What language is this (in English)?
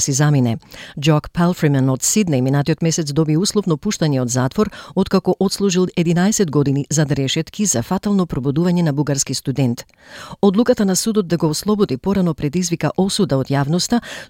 Macedonian